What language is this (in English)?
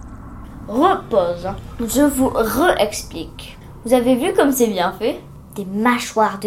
French